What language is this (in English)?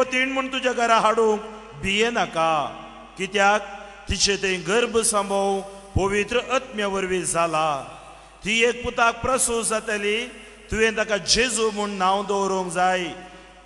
Konkani